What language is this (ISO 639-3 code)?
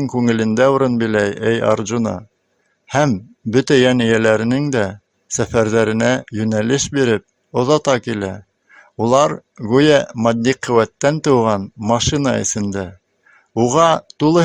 bak